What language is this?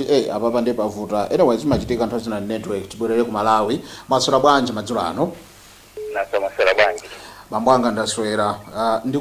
Nyanja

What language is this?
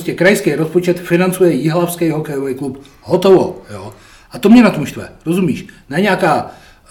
Czech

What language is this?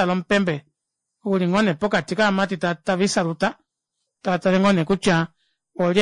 Kuanyama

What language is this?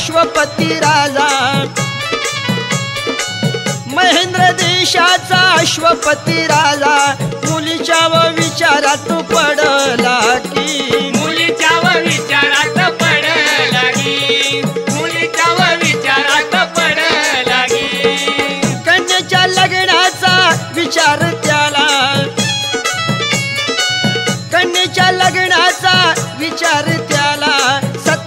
Marathi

